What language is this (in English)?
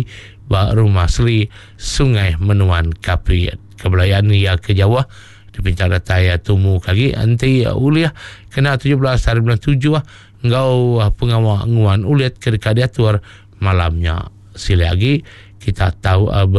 Iban